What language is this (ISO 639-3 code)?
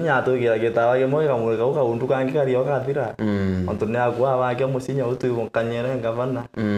mer